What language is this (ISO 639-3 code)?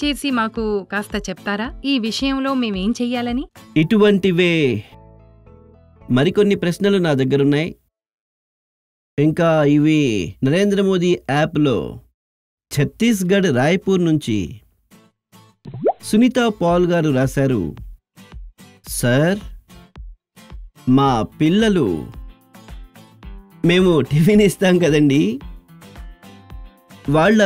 tel